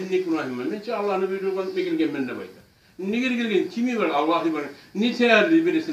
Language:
Kumyk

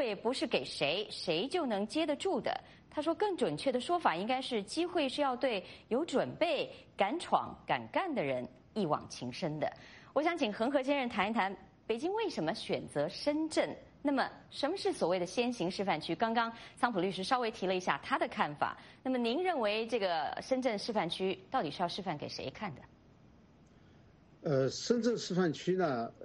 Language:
Chinese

